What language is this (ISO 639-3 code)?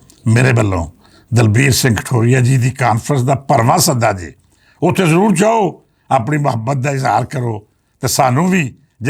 lah